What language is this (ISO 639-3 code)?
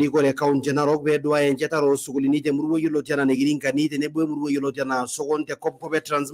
mas